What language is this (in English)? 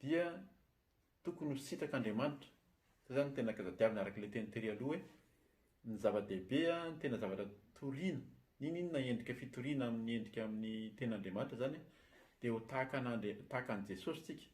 Malagasy